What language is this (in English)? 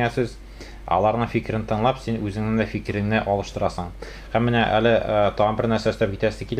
Tatar